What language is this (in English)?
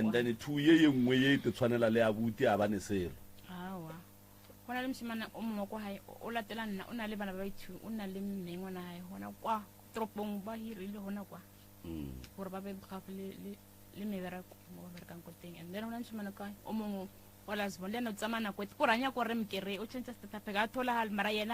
Northern Sotho